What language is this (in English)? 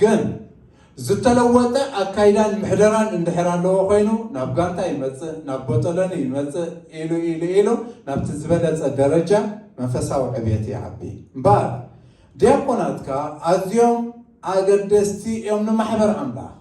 Tigrinya